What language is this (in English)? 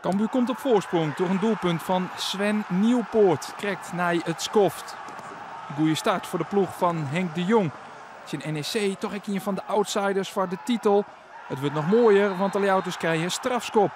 Western Frisian